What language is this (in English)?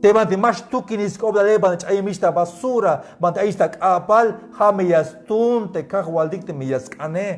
Tzeltal